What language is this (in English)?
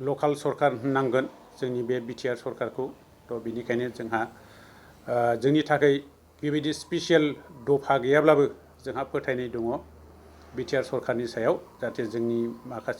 Bodo